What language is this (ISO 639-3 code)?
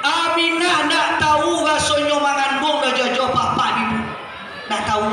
min